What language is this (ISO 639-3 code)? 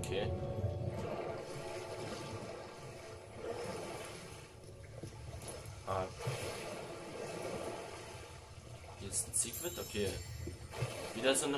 deu